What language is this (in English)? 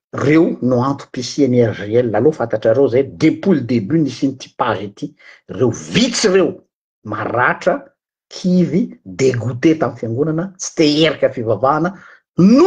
Malagasy